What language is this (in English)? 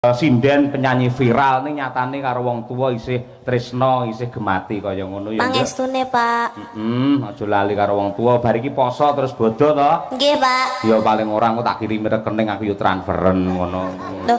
Javanese